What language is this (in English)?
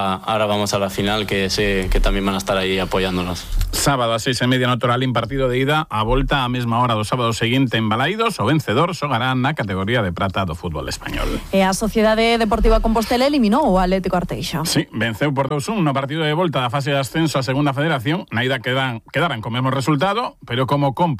Galician